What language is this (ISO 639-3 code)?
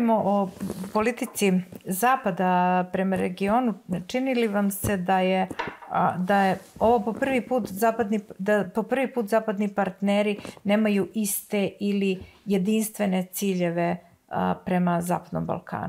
srp